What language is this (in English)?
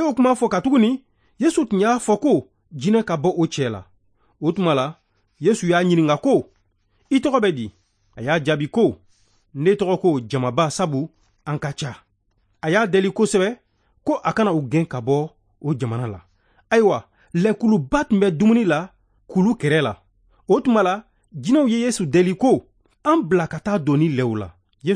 Bambara